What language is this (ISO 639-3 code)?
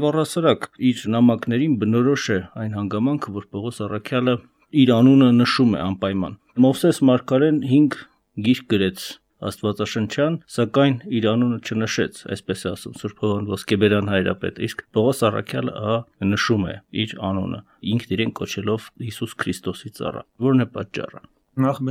hye